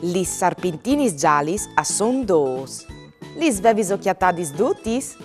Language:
Friulian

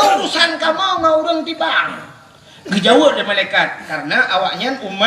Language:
Achinese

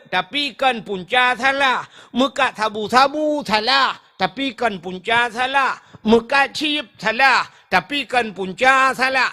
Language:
Achinese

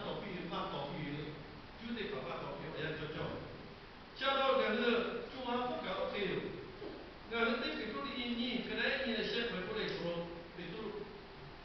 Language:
Lahu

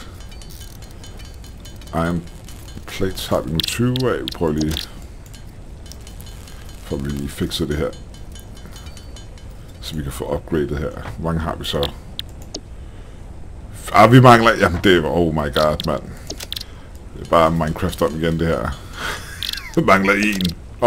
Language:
Danish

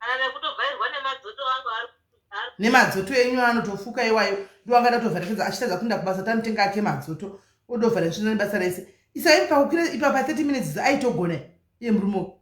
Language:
Shona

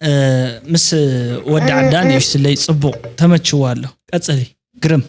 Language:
Tigrinya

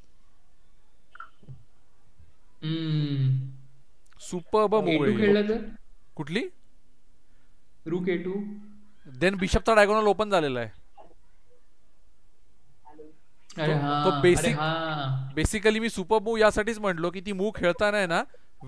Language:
Marathi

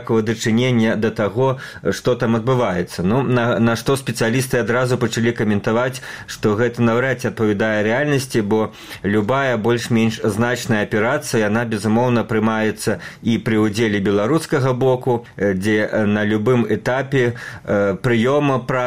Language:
Belarusian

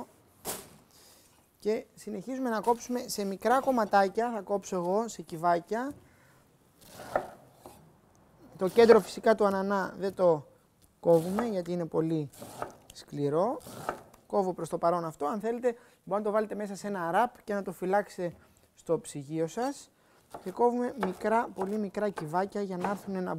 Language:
Greek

